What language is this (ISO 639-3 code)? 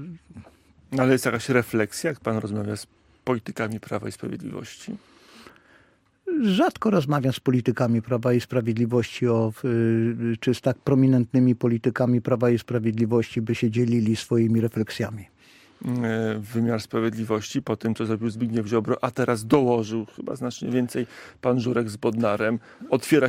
pol